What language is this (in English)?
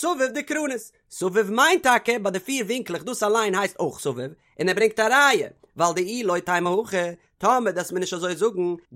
Yiddish